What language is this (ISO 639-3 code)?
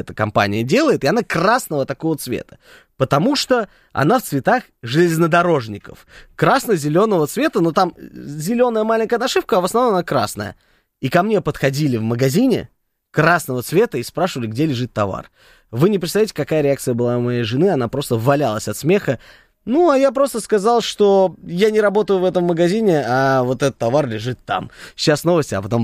rus